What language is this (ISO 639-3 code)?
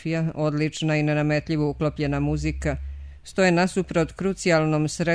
srp